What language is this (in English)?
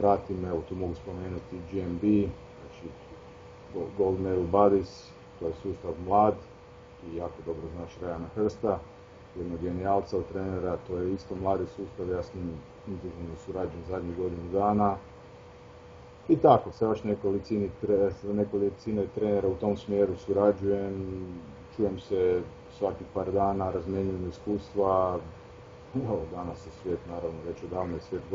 Croatian